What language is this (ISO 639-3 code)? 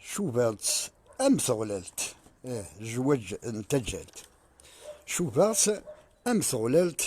kab